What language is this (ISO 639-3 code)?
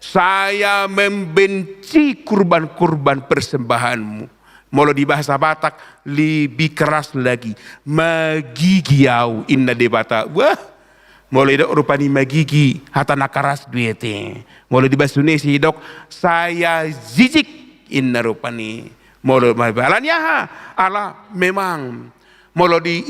bbc